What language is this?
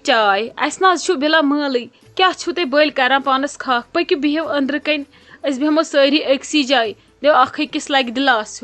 Kashmiri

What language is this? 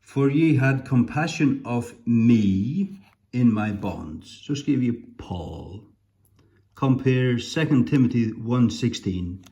Faroese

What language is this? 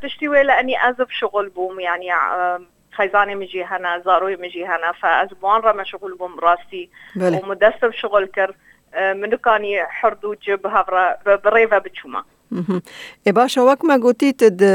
Kurdish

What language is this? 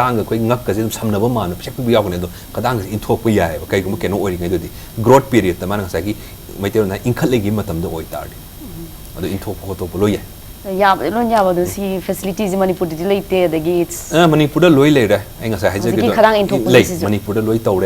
Manipuri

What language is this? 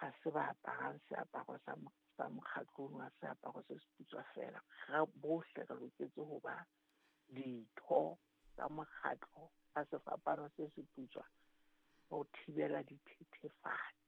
Southern Sotho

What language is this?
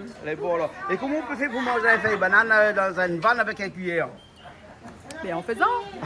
Réunion Creole French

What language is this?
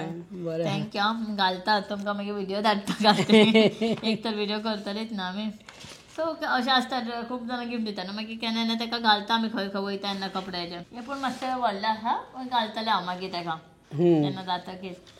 Konkani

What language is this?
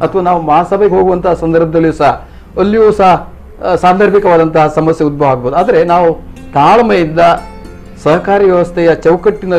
Kannada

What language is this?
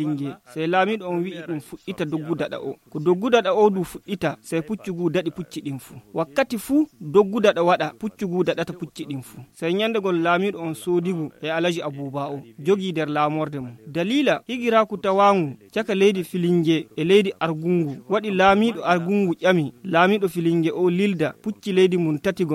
Nigerian Fulfulde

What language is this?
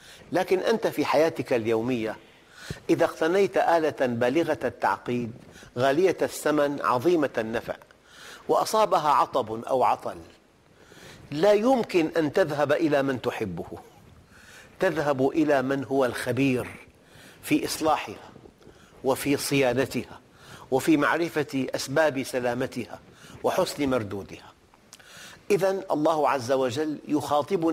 Arabic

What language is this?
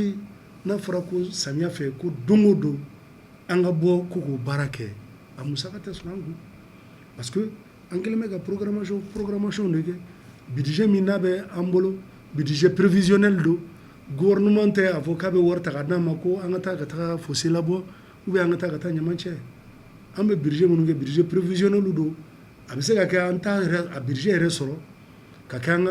Bambara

